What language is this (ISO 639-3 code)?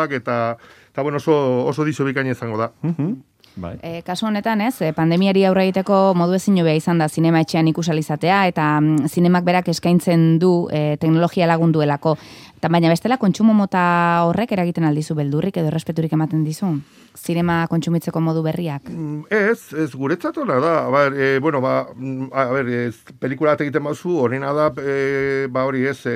eus